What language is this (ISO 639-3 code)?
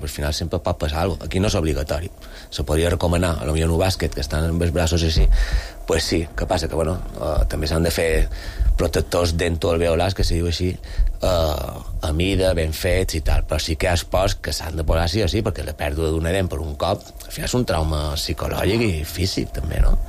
cat